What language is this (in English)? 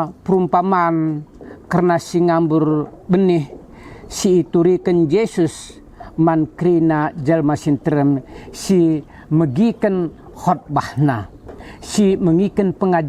Batak Karo